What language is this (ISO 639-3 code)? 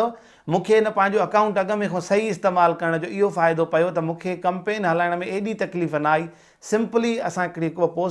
snd